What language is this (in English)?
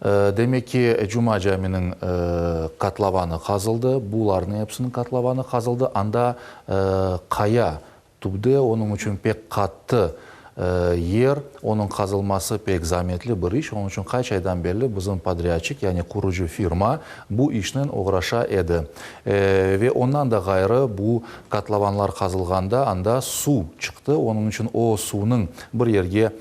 Crimean Tatar